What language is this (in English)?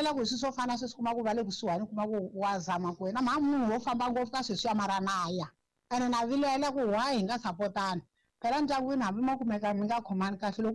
Tsonga